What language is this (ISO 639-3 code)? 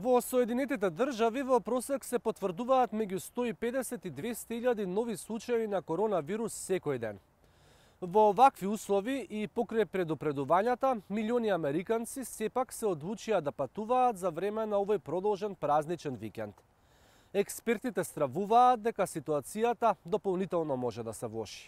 mkd